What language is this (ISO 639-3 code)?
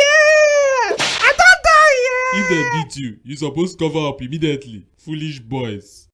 pcm